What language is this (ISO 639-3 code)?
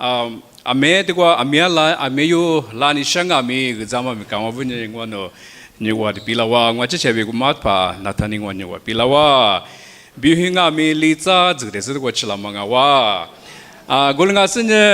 lis